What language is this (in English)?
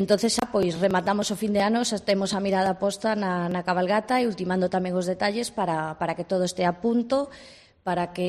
Galician